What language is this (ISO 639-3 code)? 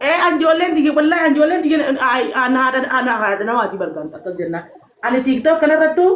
orm